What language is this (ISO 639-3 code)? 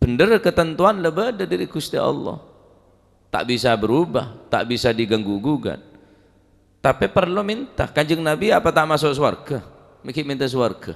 mad